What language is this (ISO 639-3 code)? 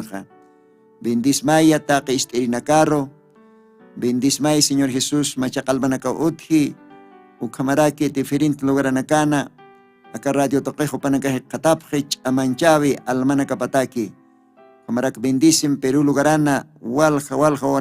aym